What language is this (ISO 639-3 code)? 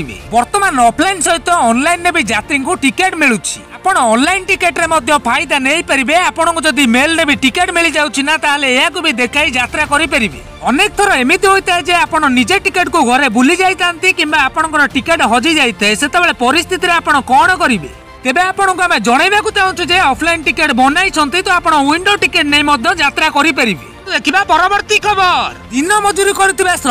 ori